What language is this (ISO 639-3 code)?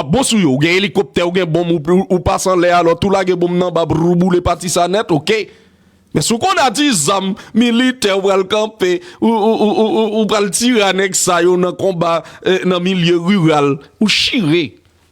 hat